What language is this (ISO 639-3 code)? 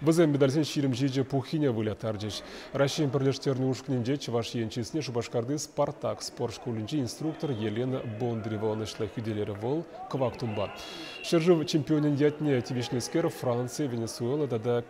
chv